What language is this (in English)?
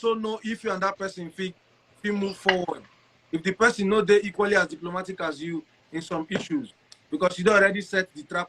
Igbo